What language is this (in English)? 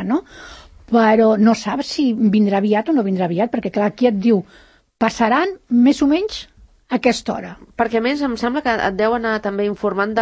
Catalan